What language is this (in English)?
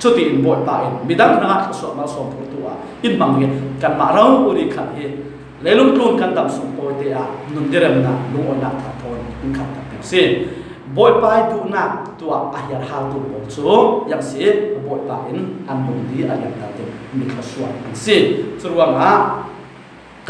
Falam Chin